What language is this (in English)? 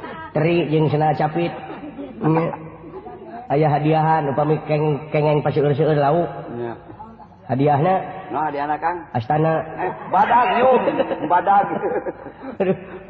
Sundanese